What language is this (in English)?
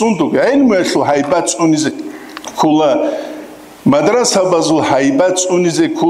Avaric